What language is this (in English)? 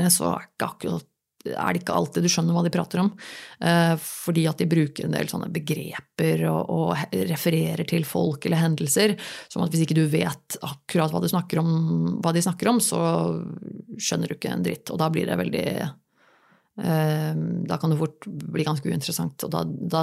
Norwegian